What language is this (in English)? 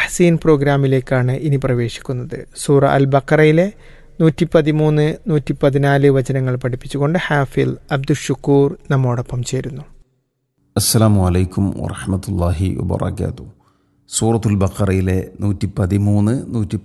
Malayalam